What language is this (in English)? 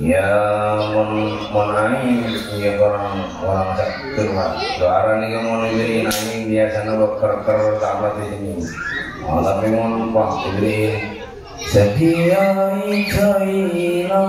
Madurese